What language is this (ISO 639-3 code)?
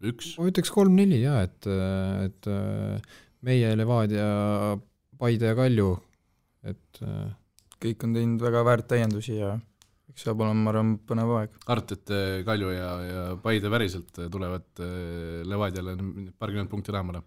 est